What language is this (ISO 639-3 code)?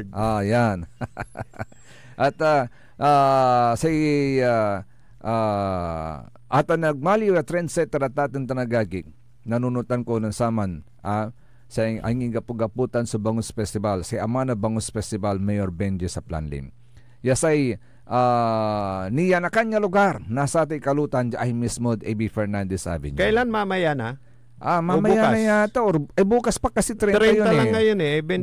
pag